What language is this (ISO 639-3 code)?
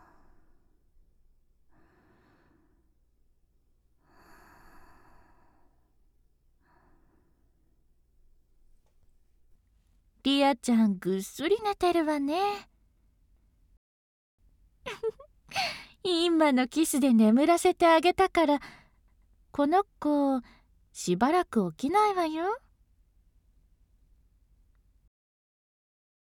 jpn